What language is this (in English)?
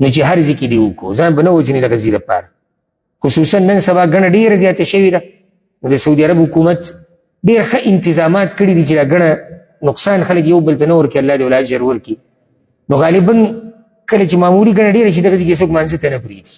Pashto